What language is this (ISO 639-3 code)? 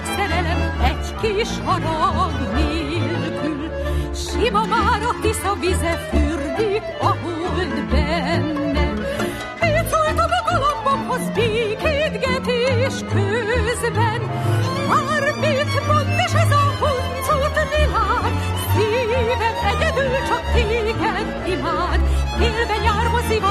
hun